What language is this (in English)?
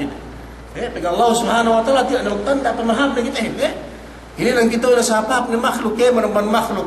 Yakan